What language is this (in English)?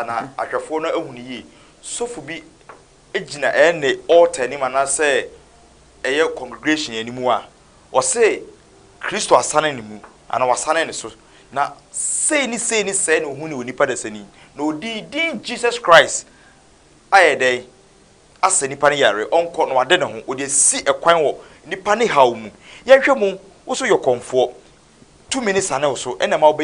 Akan